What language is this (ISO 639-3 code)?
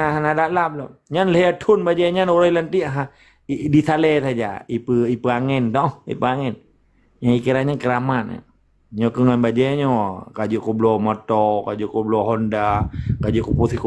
ace